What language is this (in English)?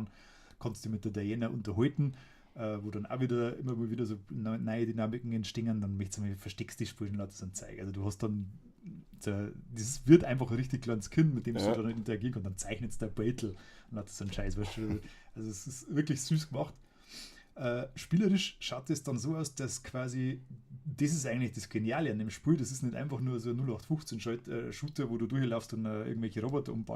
Bavarian